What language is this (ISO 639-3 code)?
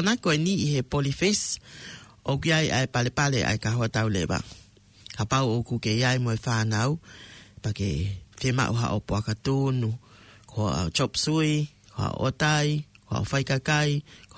ton